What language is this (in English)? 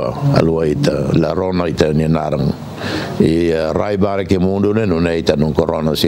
Tetum